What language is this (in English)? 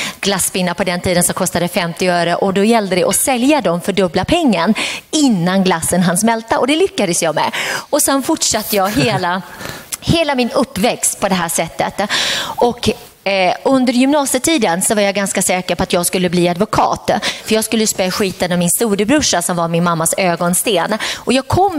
Swedish